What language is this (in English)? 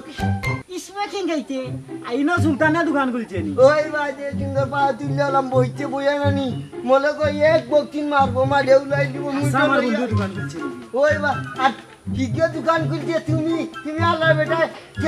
Sylheti